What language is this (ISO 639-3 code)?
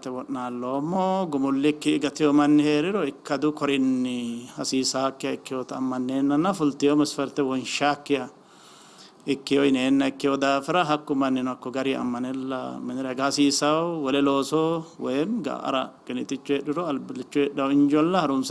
sid